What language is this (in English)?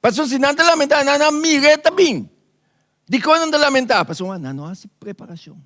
Papiamento